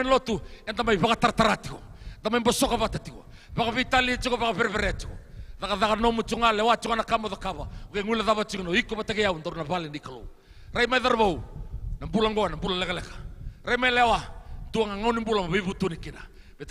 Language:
Fijian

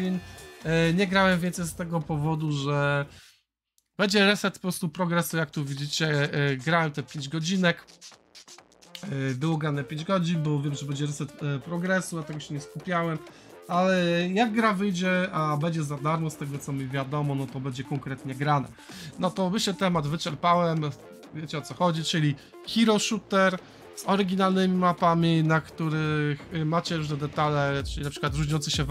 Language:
Polish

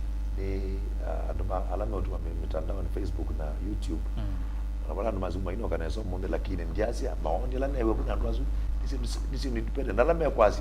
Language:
Kamba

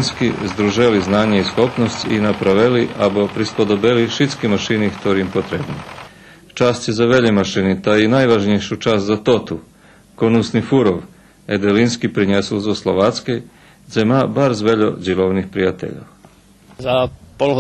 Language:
Rusyn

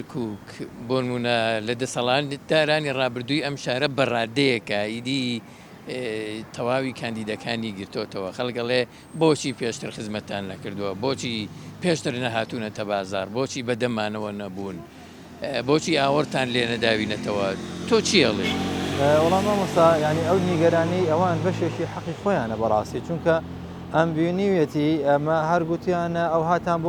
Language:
Central Kurdish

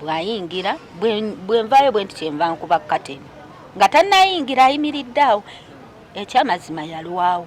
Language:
Ganda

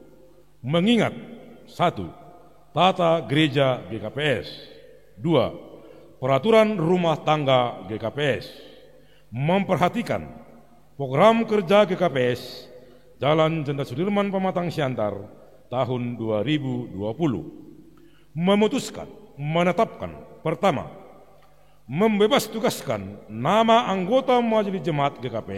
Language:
Batak Simalungun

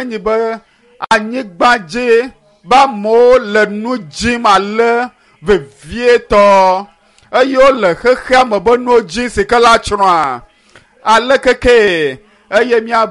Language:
Ewe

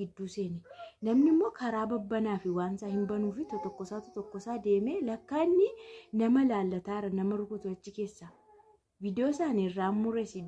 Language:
Oromo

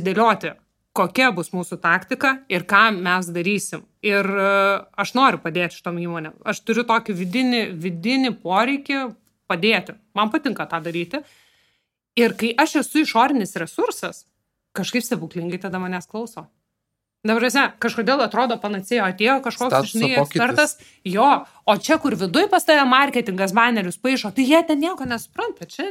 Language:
Lithuanian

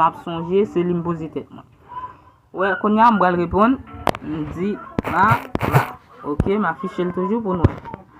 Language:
Haitian Creole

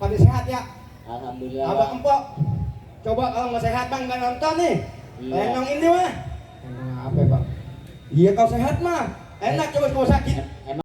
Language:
Betawi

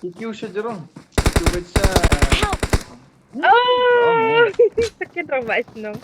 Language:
Khasi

